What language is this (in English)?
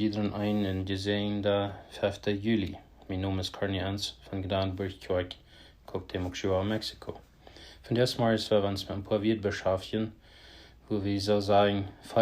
Plautdietsch